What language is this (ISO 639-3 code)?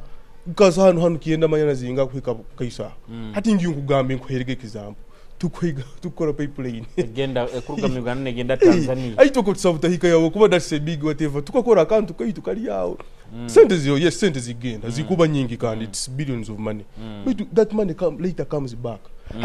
nyo